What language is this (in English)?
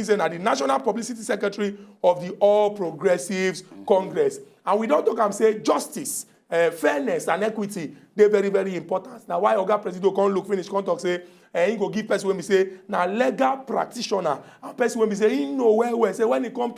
Nigerian Pidgin